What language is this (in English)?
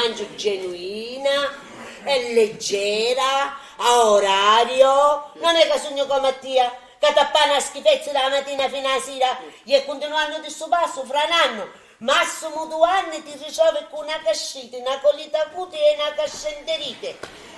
Sicilian